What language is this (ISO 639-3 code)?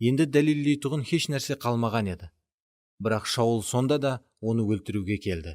kaa